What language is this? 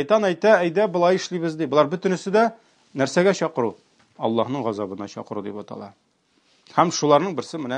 Tatar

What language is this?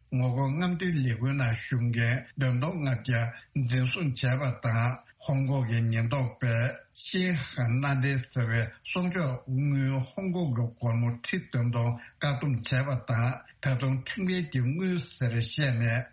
Tibetan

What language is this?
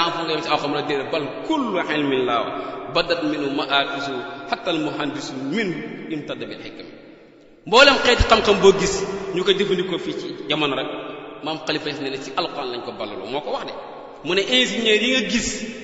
Wolof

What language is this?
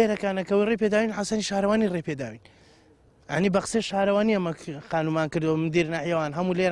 Central Kurdish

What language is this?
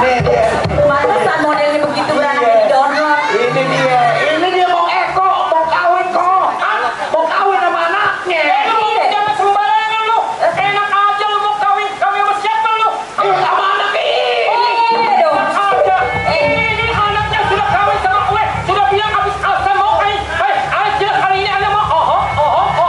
Betawi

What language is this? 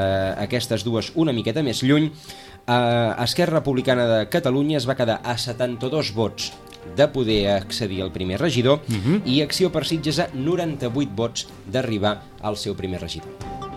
Catalan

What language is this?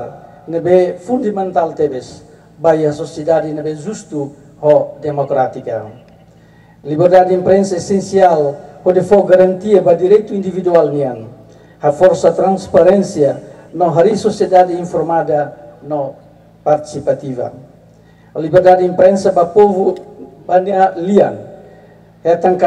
Tetum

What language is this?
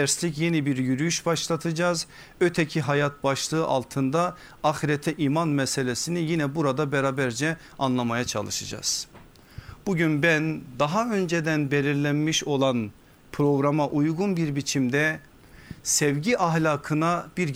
Turkish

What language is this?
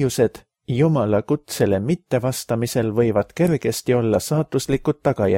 Estonian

